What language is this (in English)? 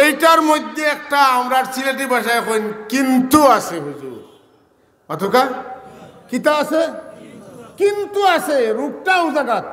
Sylheti